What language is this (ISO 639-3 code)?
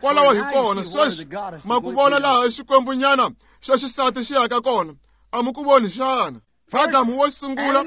tso